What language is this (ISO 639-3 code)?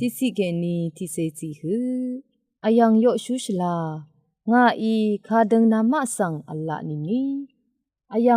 raw